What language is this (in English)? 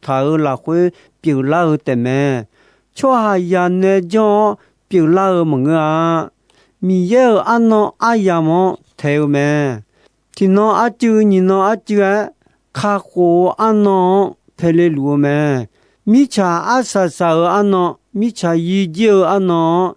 Akha